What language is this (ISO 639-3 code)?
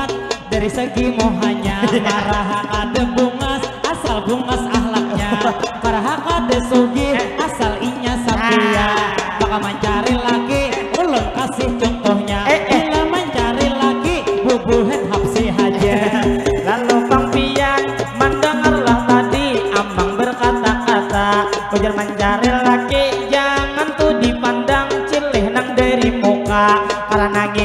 bjn